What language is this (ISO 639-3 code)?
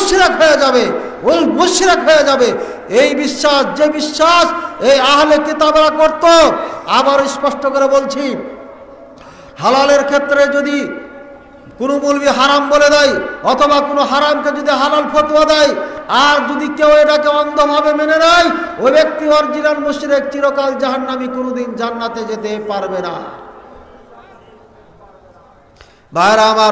ben